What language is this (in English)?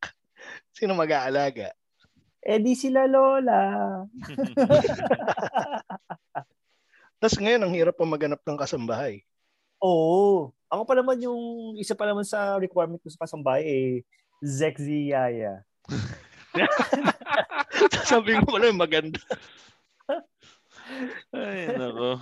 Filipino